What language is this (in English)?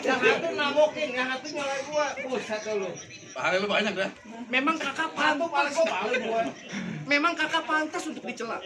Betawi